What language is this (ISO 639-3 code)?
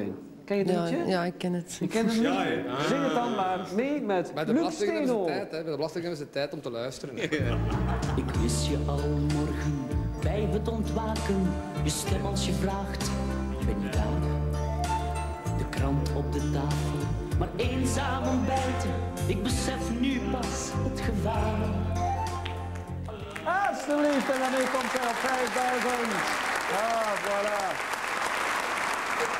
nld